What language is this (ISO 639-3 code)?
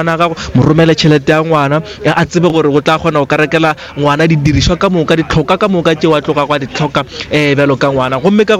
nso